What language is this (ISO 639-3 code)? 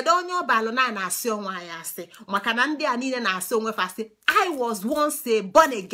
ibo